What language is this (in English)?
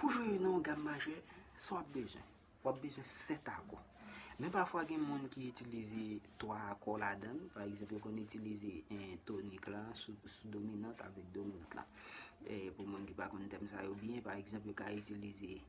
Haitian Creole